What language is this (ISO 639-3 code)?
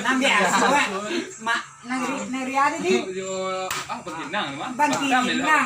min